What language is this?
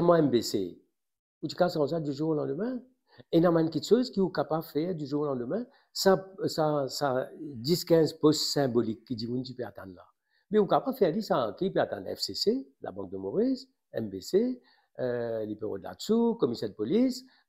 Morisyen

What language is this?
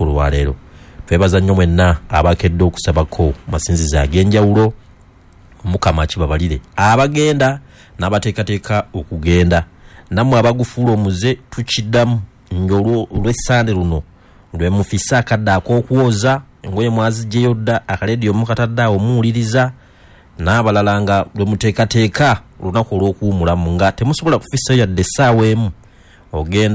Ganda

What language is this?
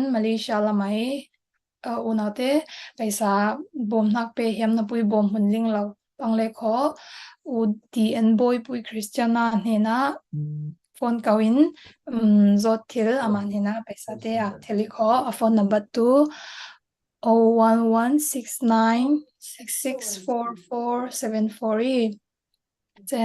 Falam Chin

